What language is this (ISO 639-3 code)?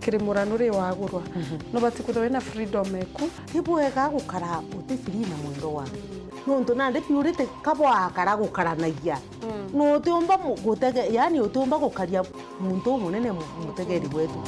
mer